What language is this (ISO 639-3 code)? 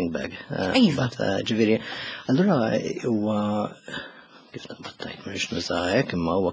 mlt